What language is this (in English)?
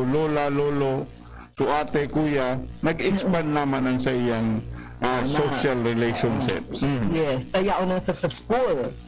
Bikol